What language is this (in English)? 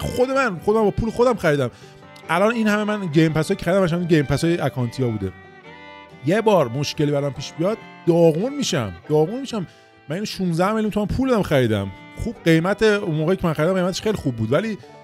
Persian